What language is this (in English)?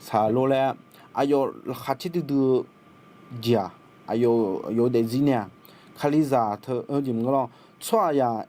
Akha